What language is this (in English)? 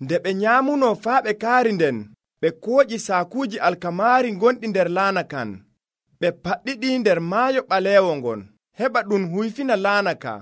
Nigerian Fulfulde